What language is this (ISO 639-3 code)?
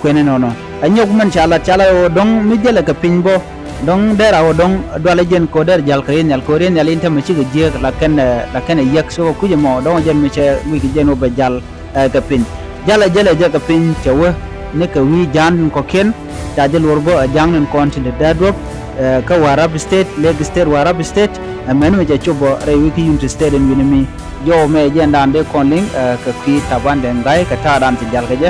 nus